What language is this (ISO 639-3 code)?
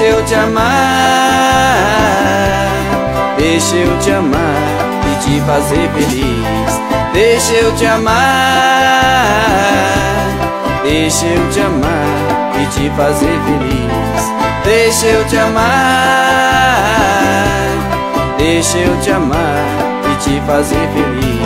por